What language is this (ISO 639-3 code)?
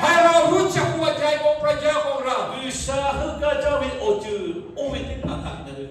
lhu